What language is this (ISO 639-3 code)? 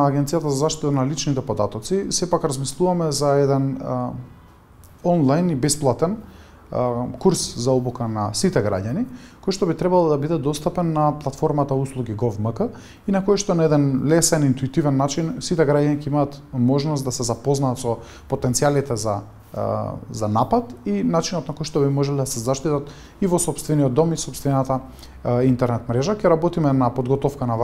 mkd